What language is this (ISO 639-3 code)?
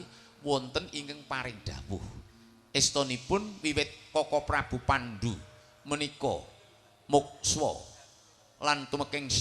jav